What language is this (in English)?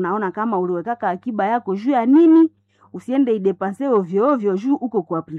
Swahili